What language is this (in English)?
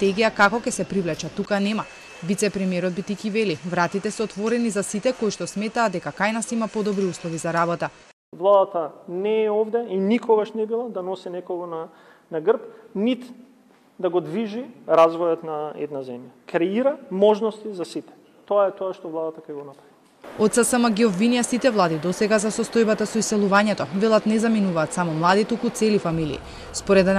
Macedonian